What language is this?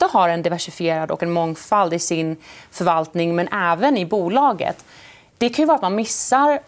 Swedish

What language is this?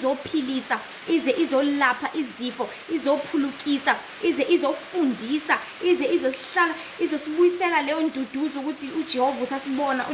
Zulu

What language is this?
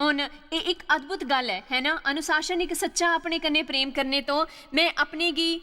Dogri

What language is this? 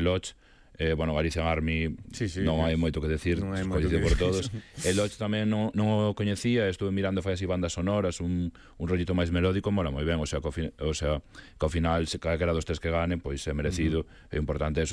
Galician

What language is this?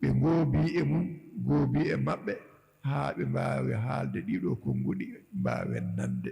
Fula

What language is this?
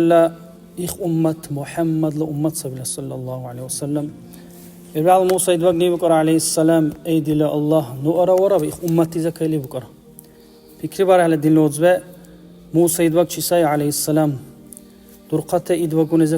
Dargwa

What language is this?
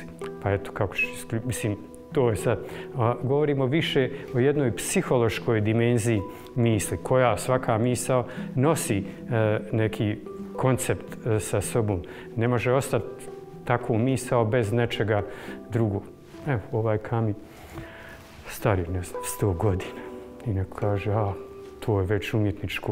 Bosnian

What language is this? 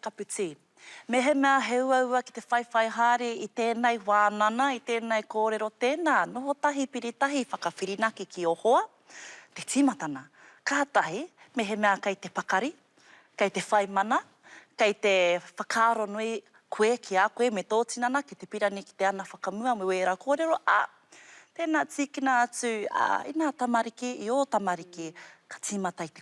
Māori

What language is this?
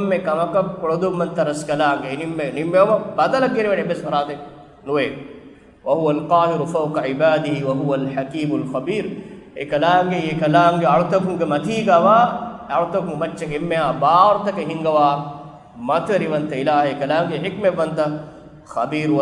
Divehi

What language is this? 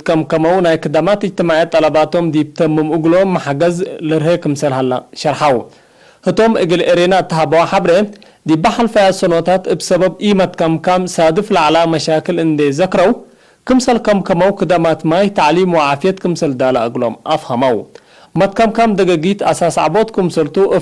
Tigre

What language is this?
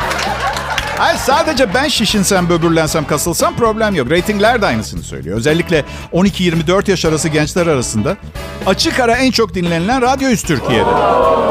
Turkish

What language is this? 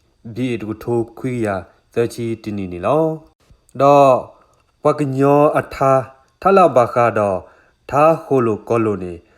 S'gaw Karen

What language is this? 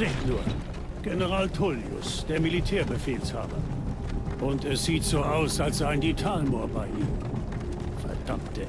Bavarian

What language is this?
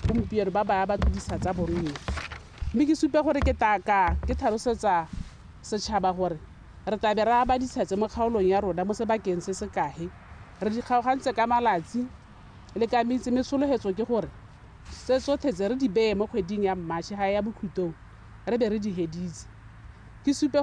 Tswana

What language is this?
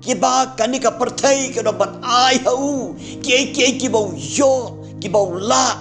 Khasi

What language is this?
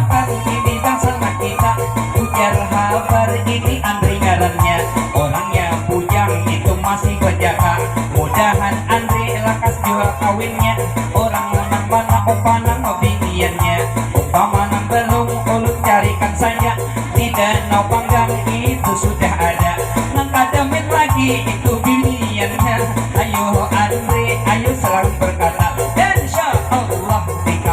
Banjar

